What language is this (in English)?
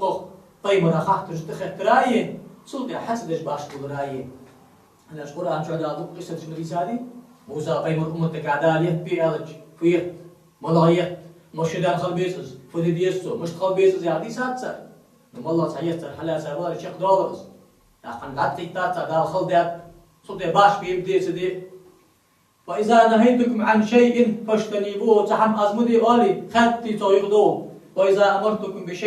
Ingush